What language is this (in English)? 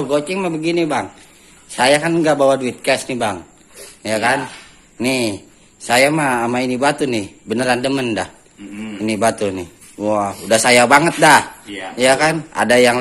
Betawi